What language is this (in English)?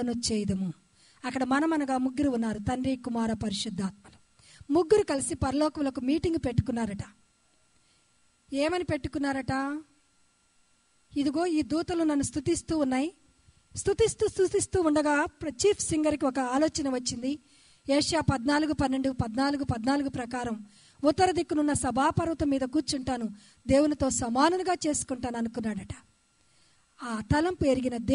Telugu